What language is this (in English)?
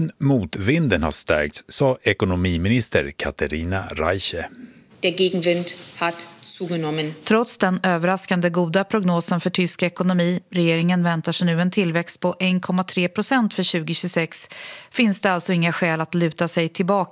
Swedish